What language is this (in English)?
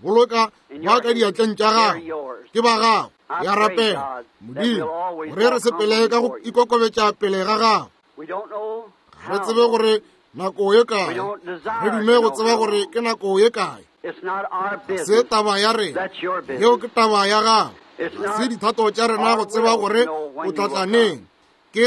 Northern Sotho